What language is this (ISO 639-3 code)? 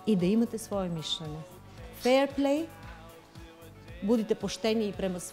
hrv